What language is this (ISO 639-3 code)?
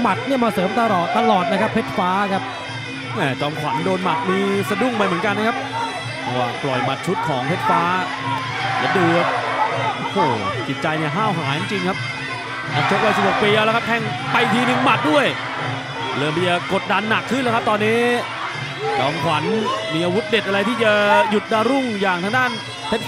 tha